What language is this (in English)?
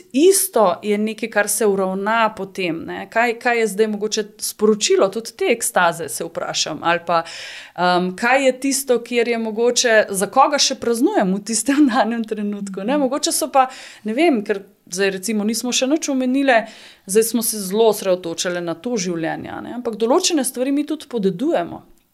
Slovenian